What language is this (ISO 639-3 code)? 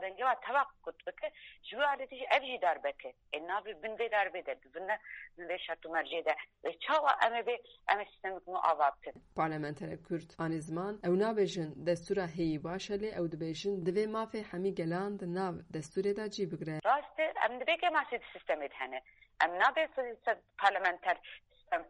kur